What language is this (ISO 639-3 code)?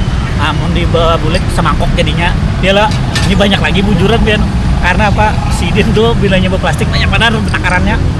bjn